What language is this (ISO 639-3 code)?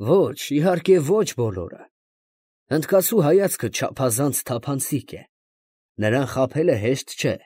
hye